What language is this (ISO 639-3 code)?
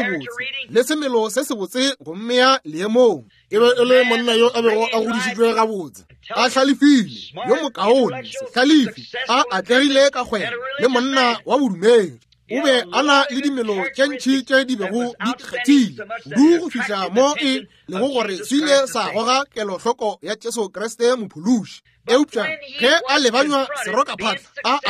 nso